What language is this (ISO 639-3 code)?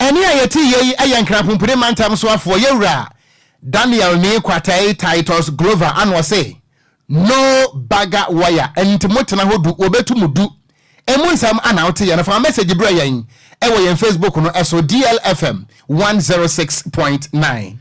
aka